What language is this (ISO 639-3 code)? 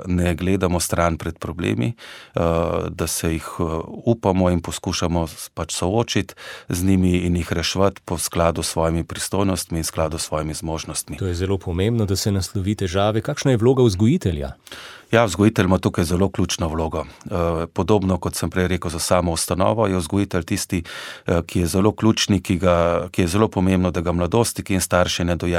slv